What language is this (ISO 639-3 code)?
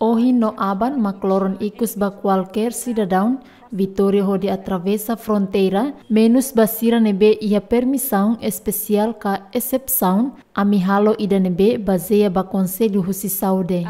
tet